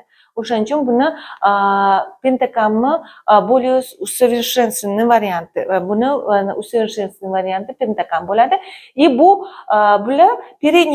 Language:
Uzbek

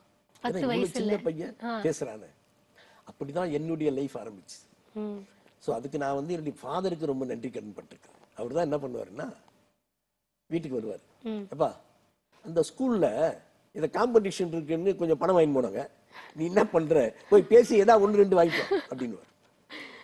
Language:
Tamil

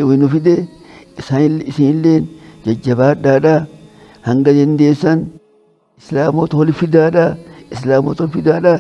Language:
Oromo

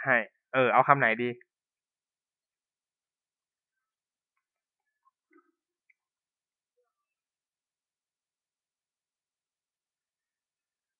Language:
Thai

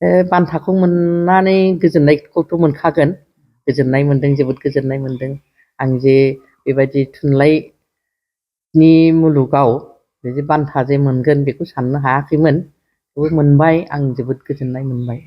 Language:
Bodo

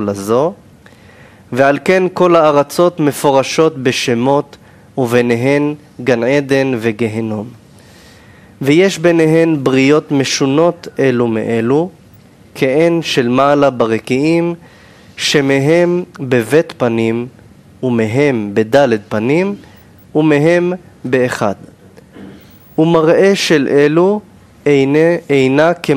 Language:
Hebrew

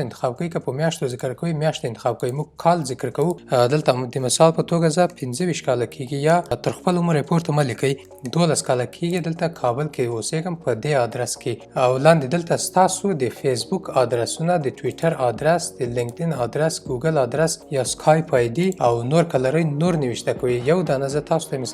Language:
Pashto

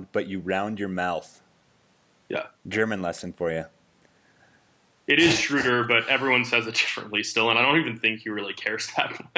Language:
English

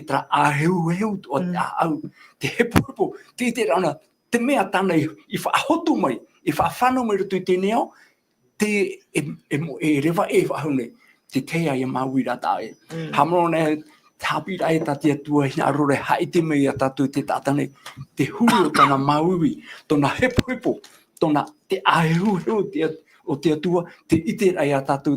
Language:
Tahitian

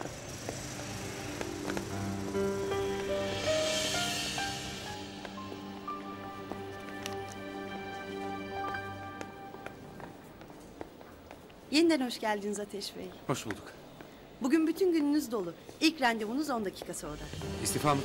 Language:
Turkish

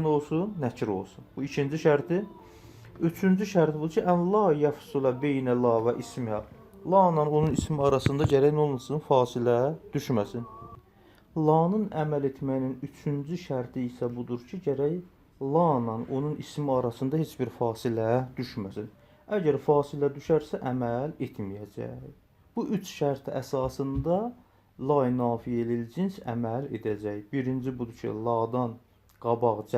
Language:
Azerbaijani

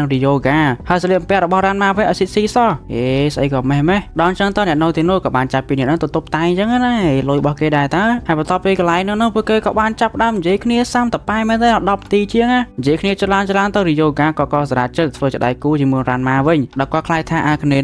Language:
Khmer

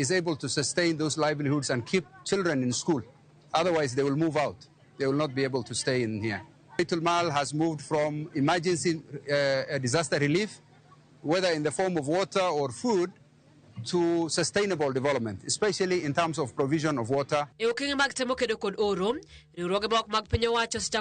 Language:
Luo (Kenya and Tanzania)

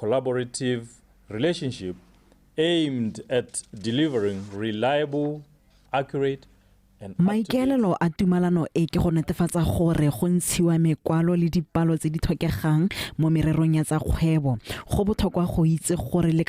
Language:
Tswana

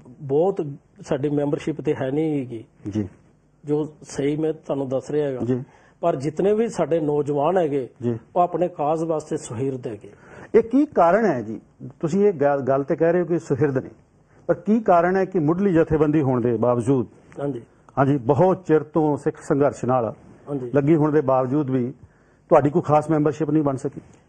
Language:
Punjabi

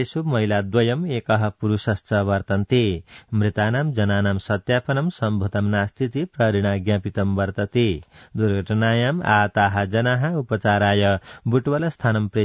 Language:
Sanskrit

